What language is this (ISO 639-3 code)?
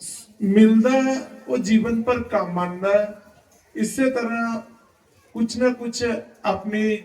doi